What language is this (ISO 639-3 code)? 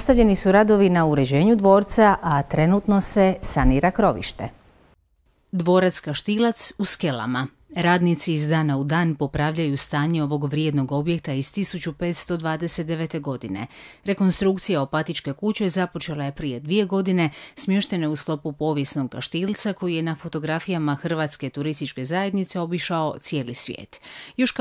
hrv